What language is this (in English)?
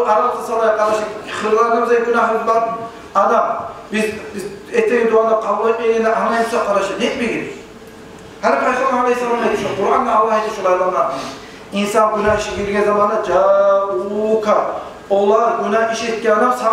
Kumyk